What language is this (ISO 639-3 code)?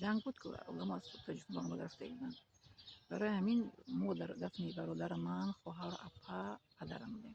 tgk